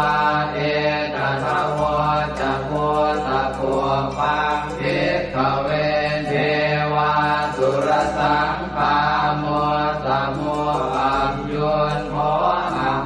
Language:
Pali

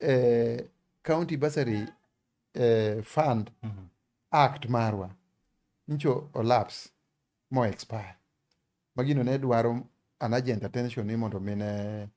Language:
Luo (Kenya and Tanzania)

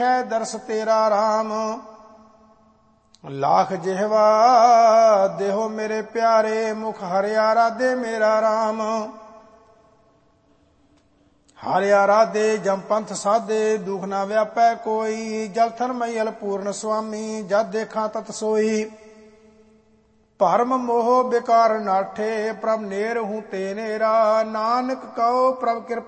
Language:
Punjabi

